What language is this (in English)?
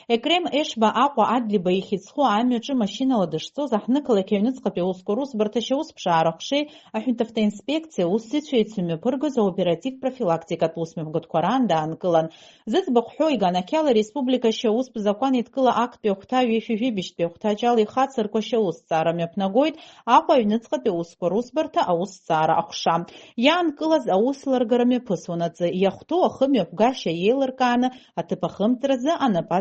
Abkhazian